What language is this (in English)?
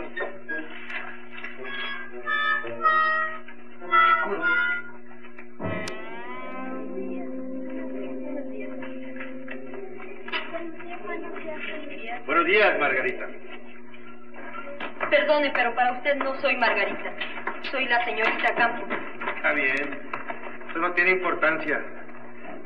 Spanish